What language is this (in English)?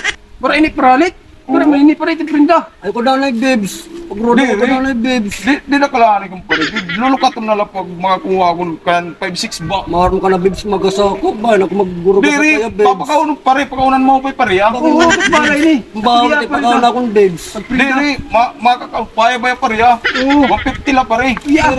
Waray